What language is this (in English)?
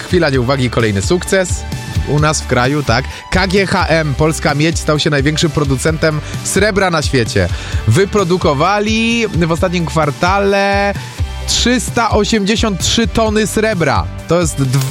Polish